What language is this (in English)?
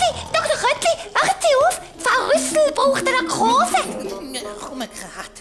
Swiss German